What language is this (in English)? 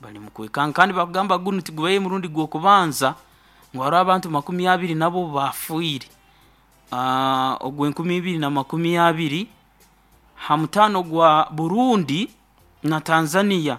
Nyoro